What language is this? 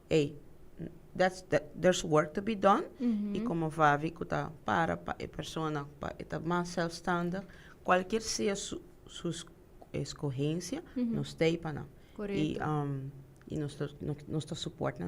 Papiamento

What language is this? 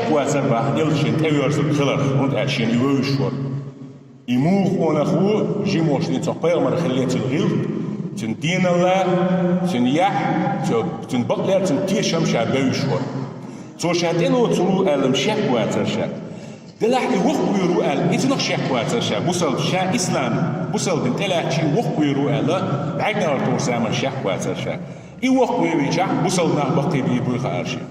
Chechen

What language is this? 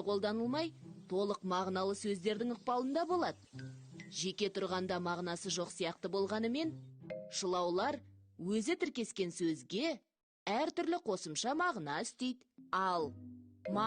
Kazakh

